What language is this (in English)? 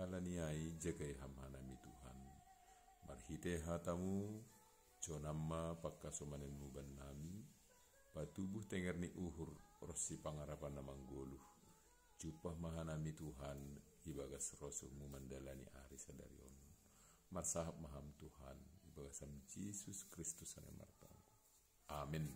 Batak Simalungun